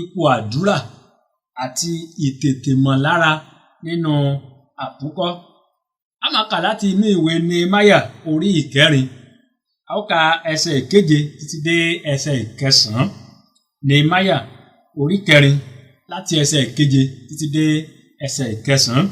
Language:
Yoruba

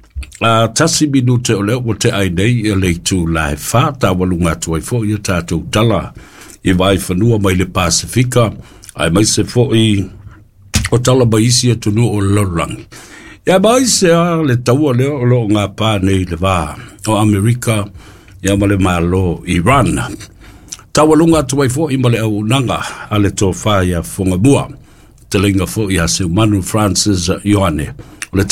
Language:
Samoan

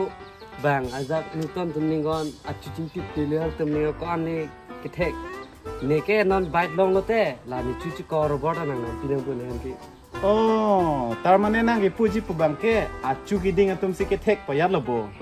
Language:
Karbi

